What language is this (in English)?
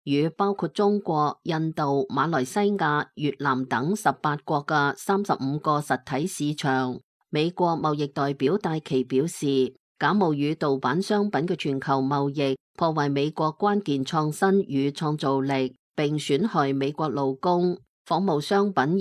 Cantonese